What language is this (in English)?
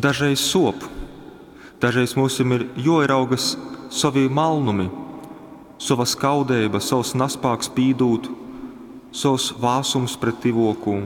Latgalian